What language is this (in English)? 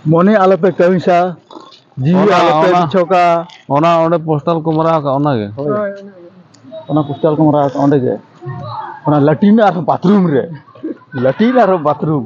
Santali